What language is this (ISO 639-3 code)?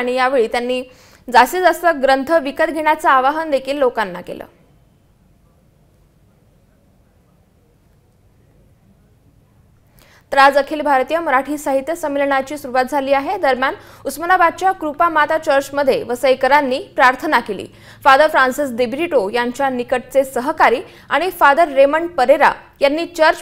mar